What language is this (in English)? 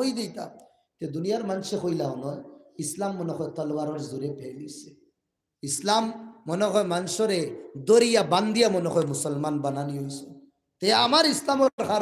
Sylheti